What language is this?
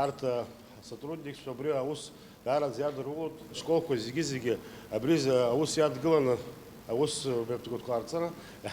Abkhazian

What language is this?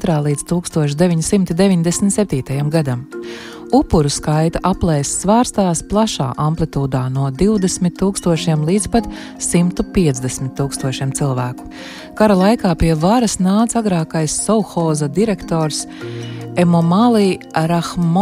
Latvian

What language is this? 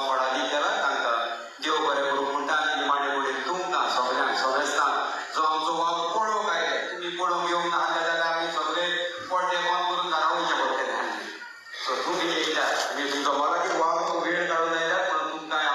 Konkani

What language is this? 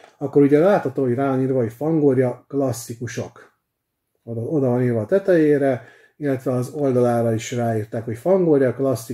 Hungarian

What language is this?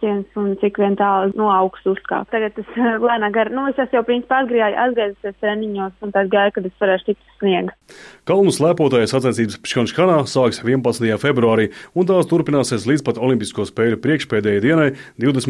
Latvian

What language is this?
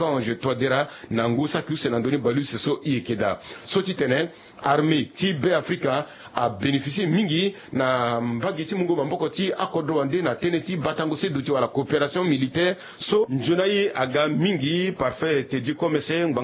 Sango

